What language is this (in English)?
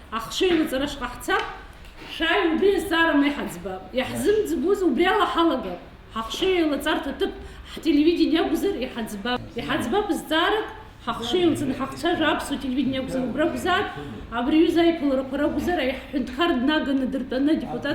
Abkhazian